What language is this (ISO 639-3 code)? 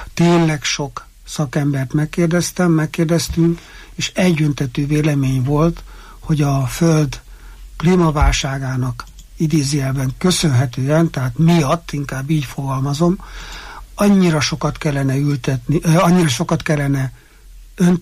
hun